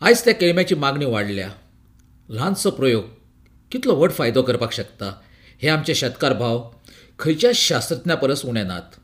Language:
Konkani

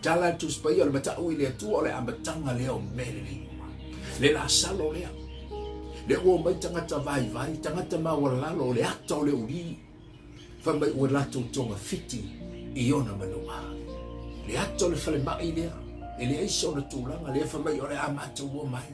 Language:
Samoan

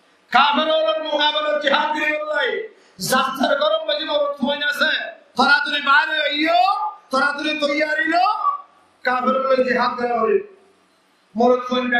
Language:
Rohingya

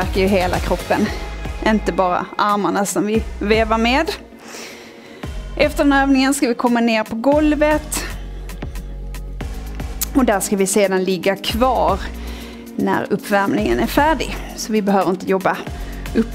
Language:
Swedish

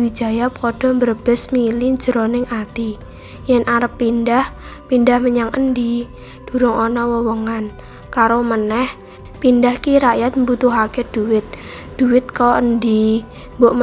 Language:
Javanese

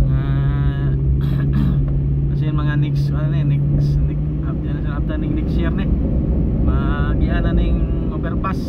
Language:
Cebuano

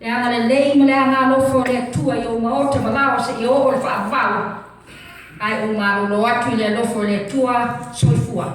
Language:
Samoan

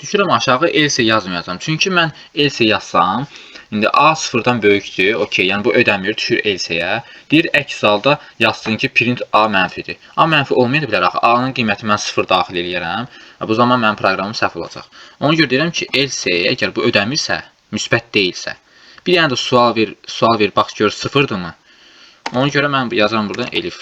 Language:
Azerbaijani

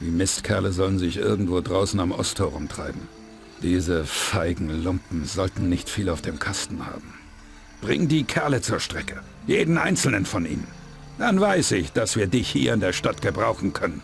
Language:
Bavarian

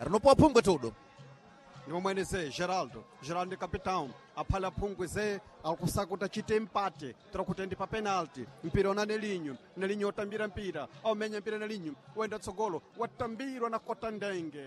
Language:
Sena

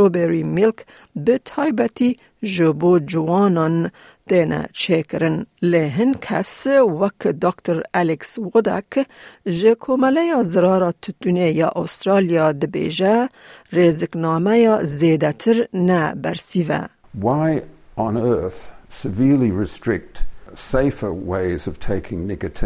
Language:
Kurdish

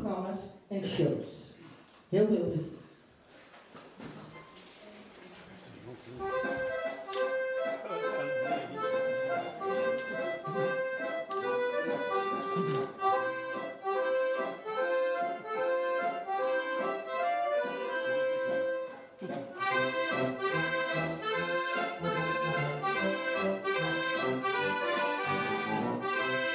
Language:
Dutch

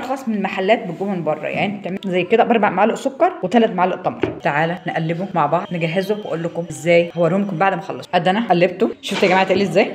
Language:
Egyptian Arabic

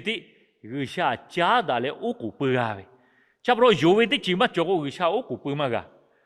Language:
Lahu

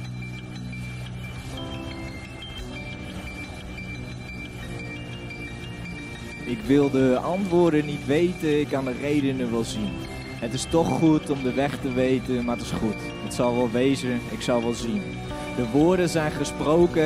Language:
Dutch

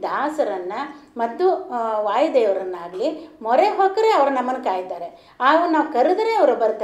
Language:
Kannada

